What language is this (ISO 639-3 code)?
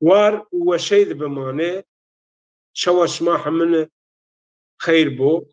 zza